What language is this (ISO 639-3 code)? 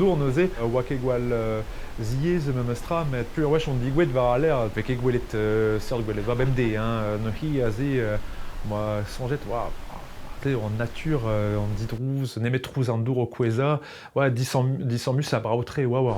bre